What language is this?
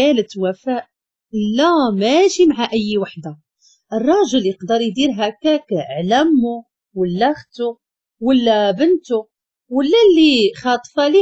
Moroccan Arabic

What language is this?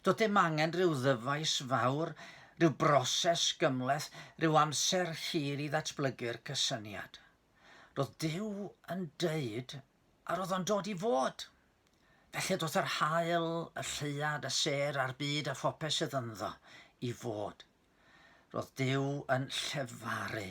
Welsh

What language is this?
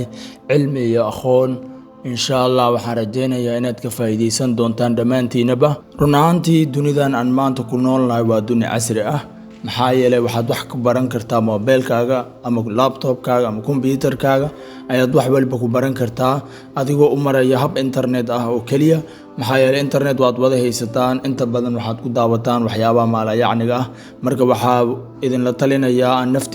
Somali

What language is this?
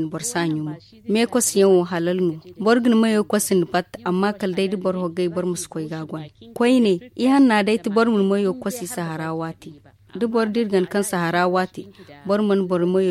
Zarma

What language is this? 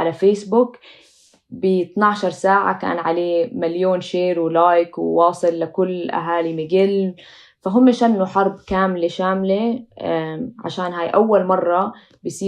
North Levantine Arabic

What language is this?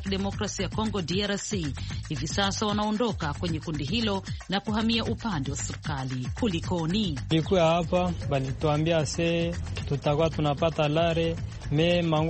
Swahili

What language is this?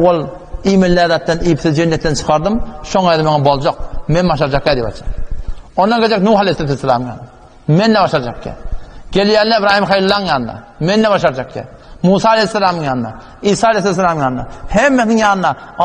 Turkmen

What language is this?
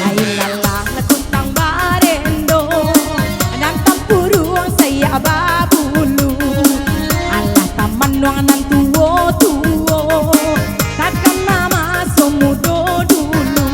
Minangkabau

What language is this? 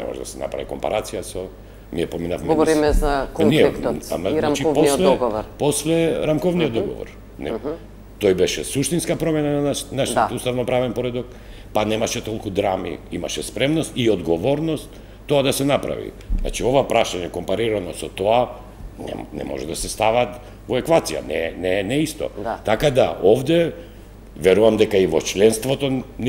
Macedonian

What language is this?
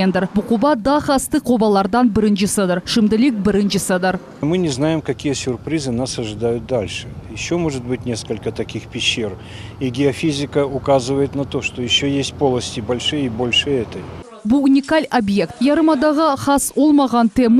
Crimean Tatar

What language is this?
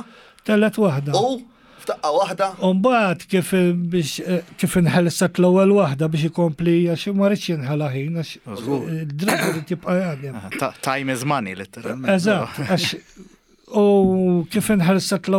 Maltese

